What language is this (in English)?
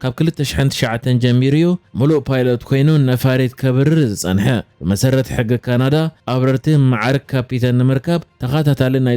Tigrinya